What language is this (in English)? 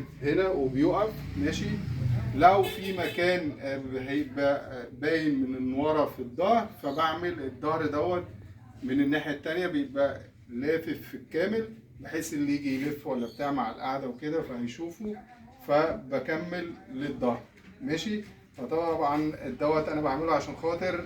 Egyptian Arabic